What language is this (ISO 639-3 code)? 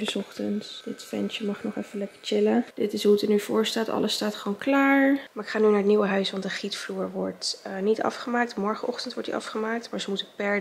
nld